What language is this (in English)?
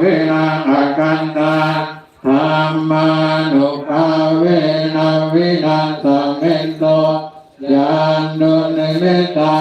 Pali